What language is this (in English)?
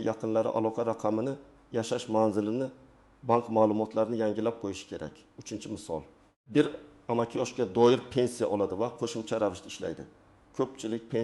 Uzbek